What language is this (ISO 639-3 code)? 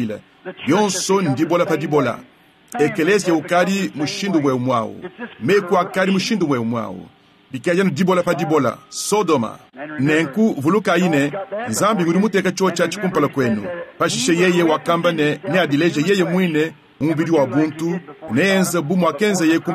lua